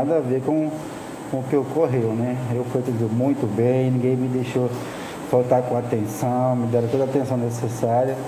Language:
Portuguese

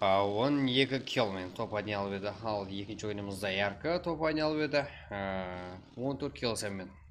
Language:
Kara-Kalpak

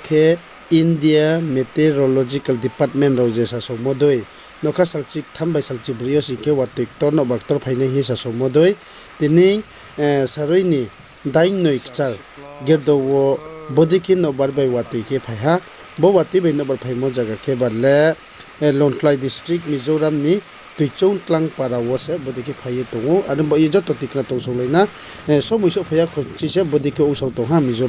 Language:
Riang (India)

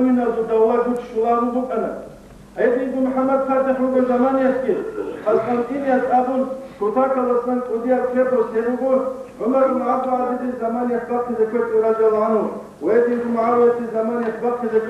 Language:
Avaric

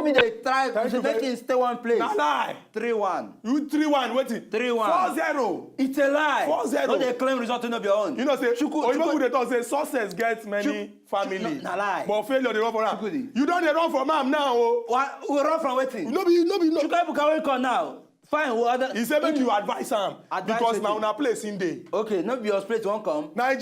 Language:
Nigerian Pidgin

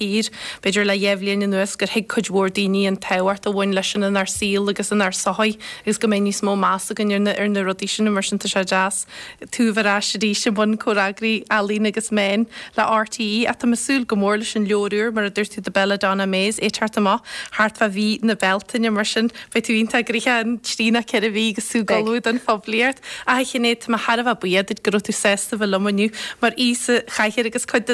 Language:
Irish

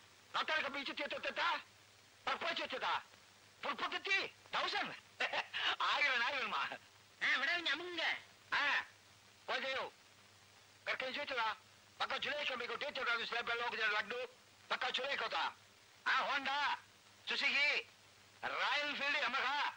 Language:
Tamil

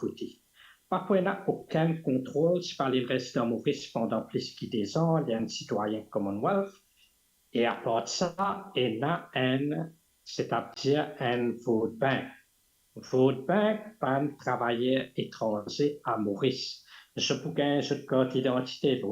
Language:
Morisyen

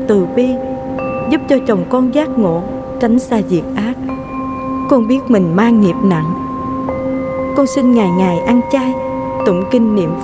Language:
Vietnamese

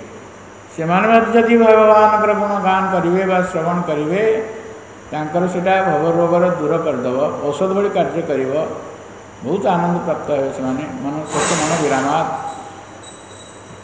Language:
Odia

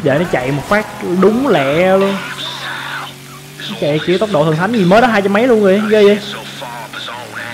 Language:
Vietnamese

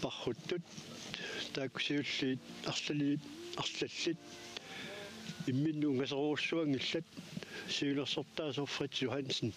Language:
Kalaallisut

